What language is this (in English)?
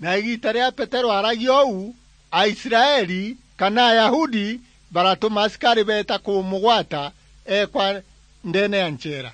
Meru